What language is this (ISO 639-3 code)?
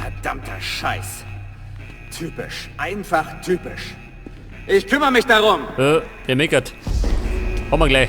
bar